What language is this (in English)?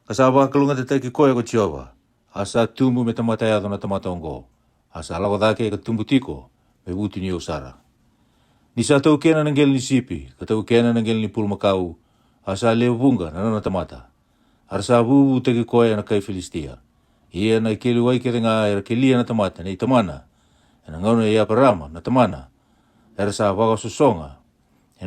Fijian